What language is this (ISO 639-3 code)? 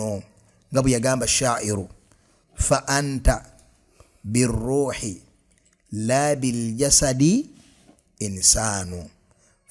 lug